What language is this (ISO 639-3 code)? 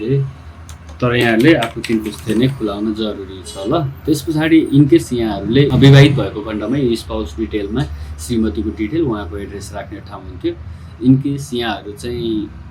nep